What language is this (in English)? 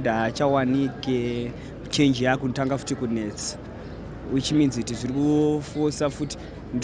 Shona